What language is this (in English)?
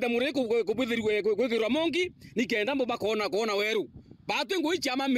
Meru